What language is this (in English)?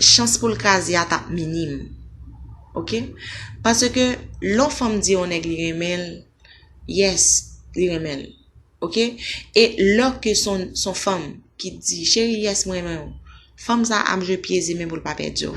Haitian Creole